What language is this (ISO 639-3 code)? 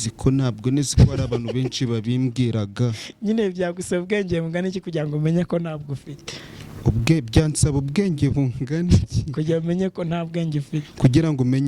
kin